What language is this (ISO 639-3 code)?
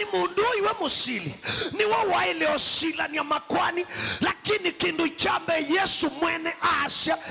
kam